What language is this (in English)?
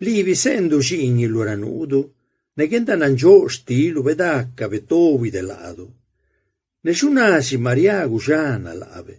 Zapotec